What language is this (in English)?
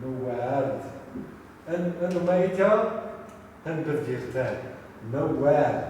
Zaza